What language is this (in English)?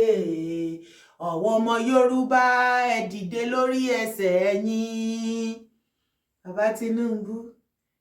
Yoruba